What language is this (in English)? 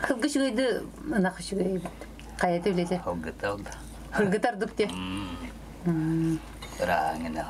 Yakut